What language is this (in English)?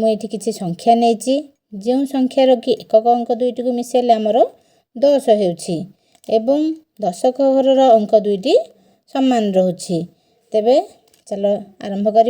Odia